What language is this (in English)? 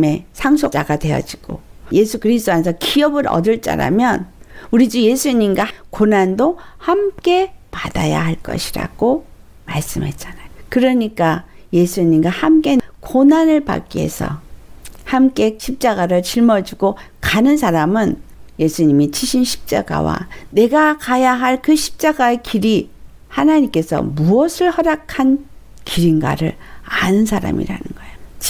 Korean